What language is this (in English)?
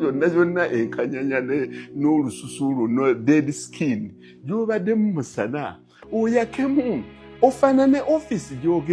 Ganda